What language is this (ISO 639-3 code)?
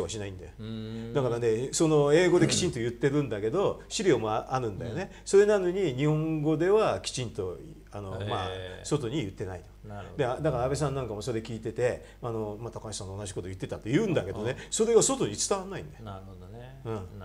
jpn